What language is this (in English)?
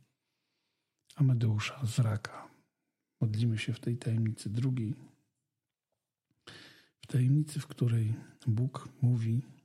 Polish